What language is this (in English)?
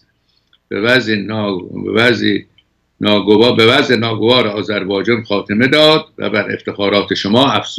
Persian